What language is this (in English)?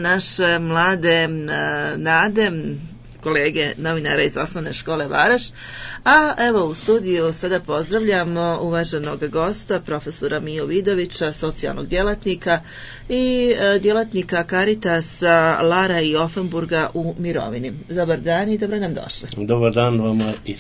Croatian